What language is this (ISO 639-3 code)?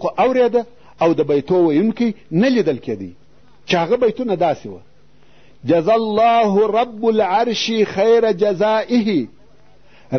pus